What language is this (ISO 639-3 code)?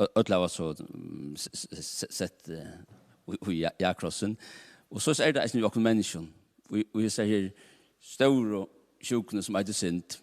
fao